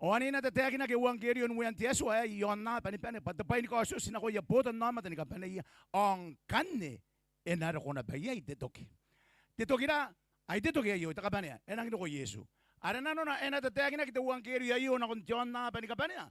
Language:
Gilbertese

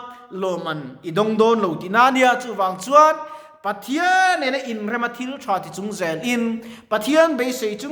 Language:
Mizo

